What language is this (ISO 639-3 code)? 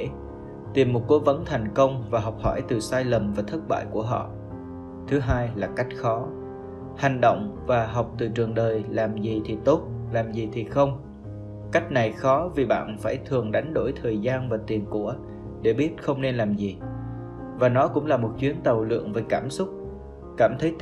vie